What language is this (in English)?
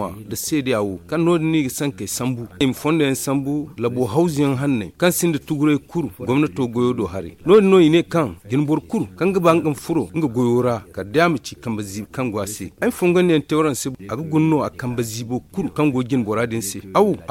Zarma